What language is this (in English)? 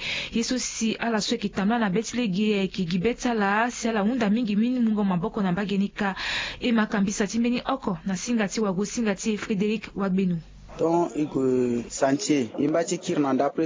Sango